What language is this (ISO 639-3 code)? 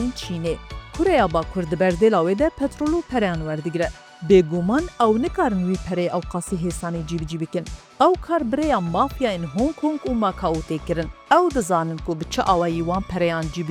kur